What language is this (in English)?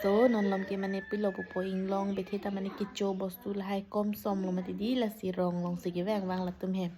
Karbi